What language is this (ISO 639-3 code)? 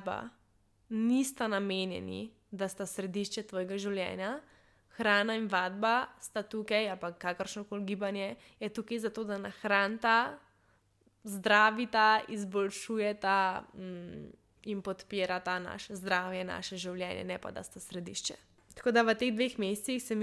slv